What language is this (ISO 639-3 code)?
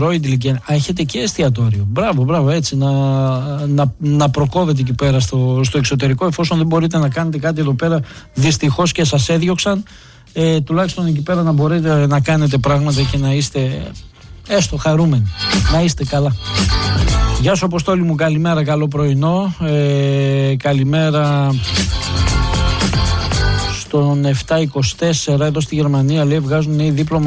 ell